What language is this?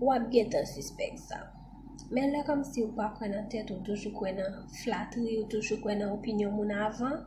Haitian Creole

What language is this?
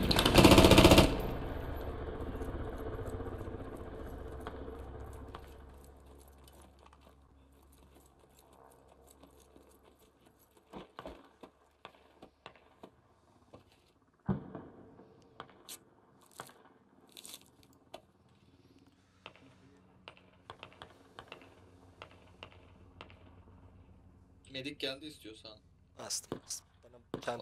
Turkish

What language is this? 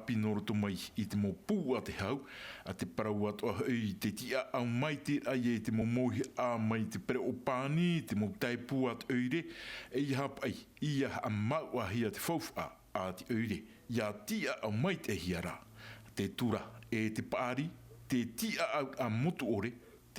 Tahitian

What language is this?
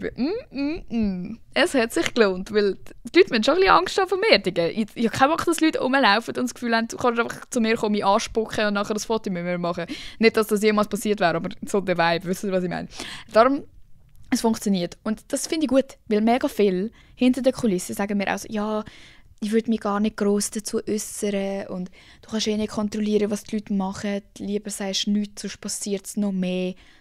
Swiss German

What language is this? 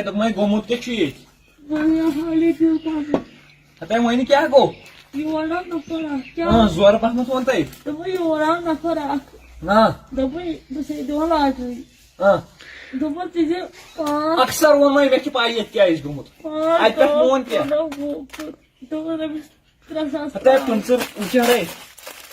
Kashmiri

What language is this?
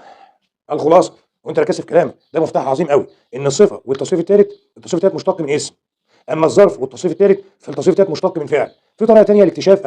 Egyptian Arabic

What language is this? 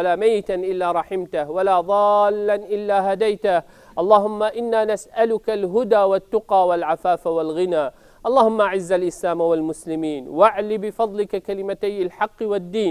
Kurdish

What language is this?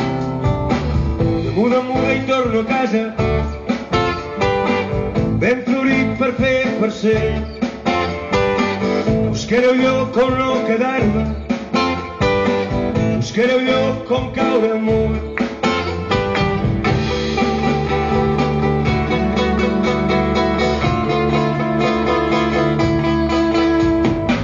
Catalan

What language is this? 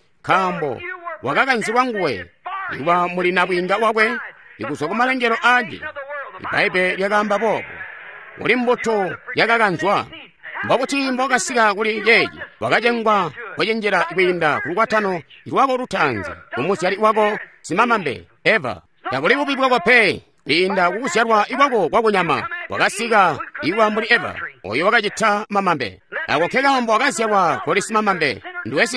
Tonga (Zambia)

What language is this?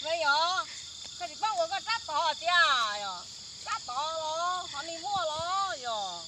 Hmong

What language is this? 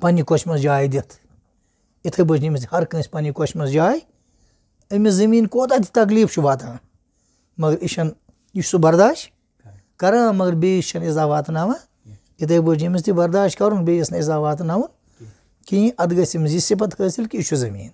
Kashmiri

